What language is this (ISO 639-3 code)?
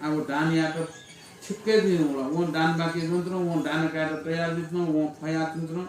new